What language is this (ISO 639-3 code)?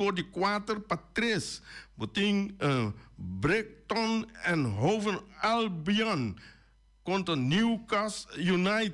pap